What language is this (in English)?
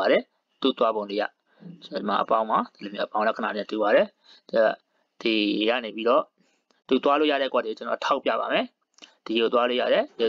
Burmese